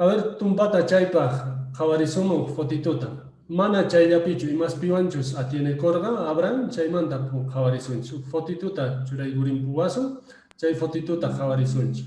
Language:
Quechua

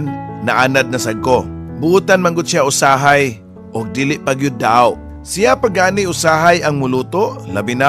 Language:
Cebuano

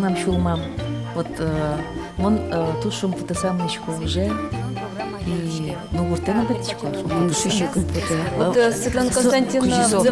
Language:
Udmurt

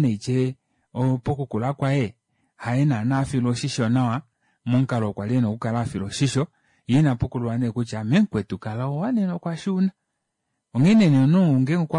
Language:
Kuanyama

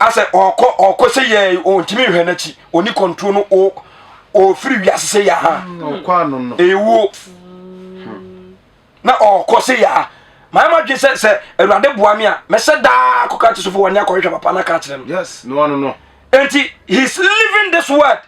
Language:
Akan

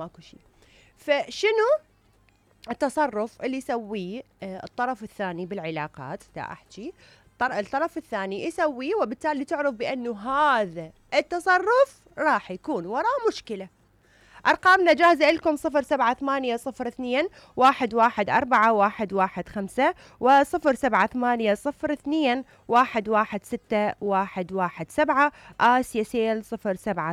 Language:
Mesopotamian Arabic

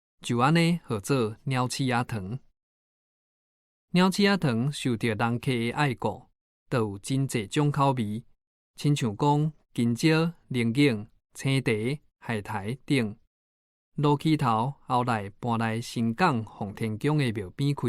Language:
Min Nan Chinese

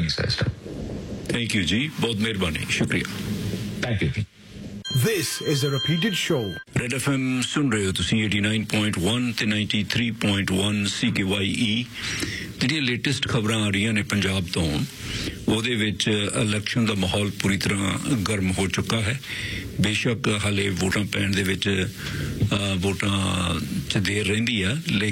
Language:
Punjabi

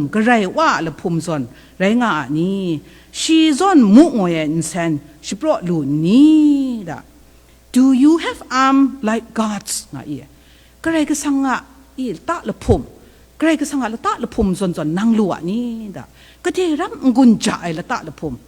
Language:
Kachin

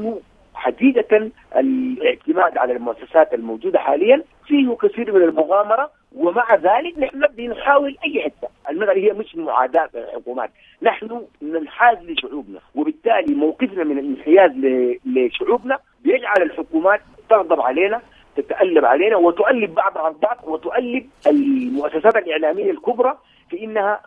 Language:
Sudanese Arabic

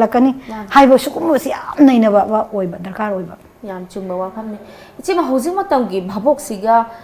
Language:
Manipuri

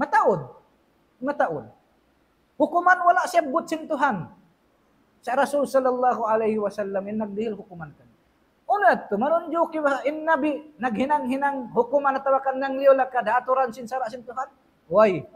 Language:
Tausug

